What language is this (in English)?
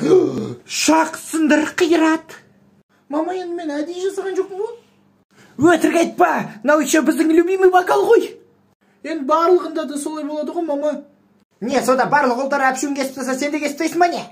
Kazakh